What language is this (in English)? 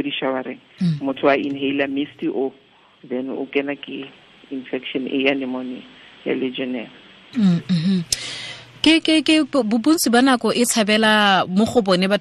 Tswana